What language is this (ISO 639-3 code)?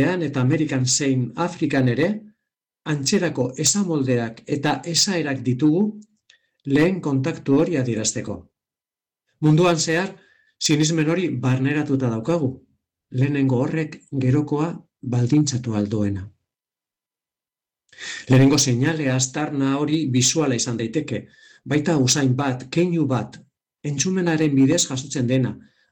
eus